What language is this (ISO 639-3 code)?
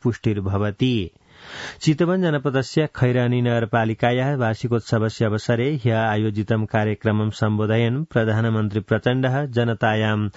san